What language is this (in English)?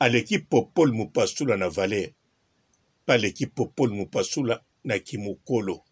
Lingala